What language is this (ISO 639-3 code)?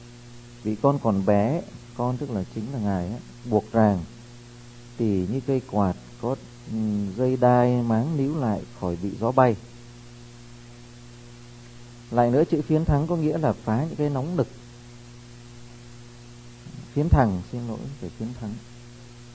vie